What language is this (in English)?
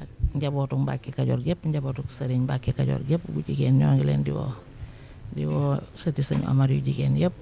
Wolof